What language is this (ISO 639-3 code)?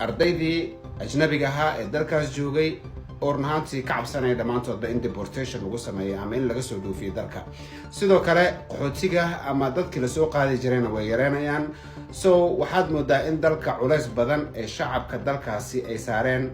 som